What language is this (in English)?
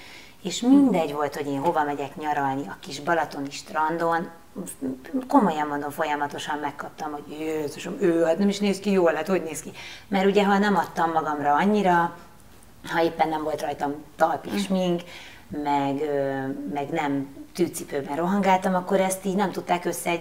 Hungarian